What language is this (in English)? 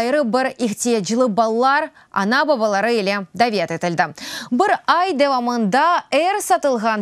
Crimean Tatar